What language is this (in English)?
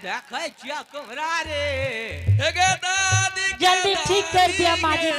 Angika